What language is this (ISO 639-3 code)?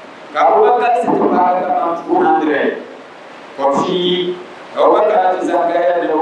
dag